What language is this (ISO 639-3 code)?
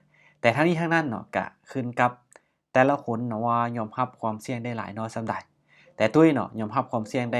lao